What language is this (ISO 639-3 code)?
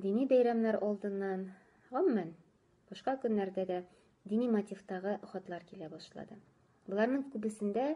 tat